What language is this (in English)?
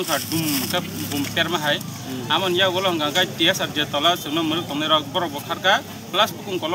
Kok Borok